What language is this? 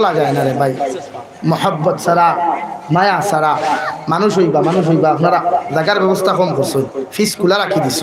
Sylheti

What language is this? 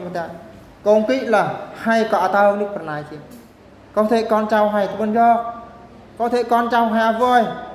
Eastern Bru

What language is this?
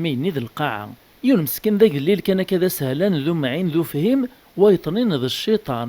Kabyle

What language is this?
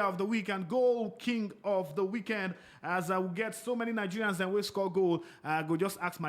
Nigerian Pidgin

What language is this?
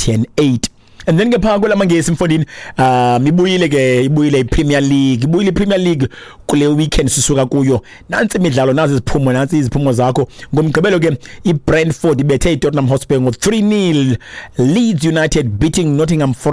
Xhosa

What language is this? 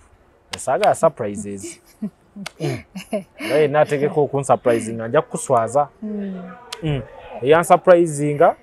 Ganda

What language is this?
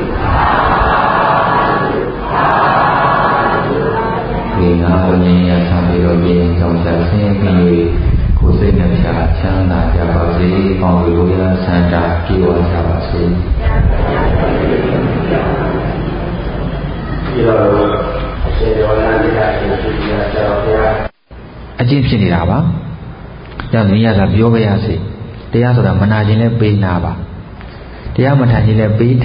Burmese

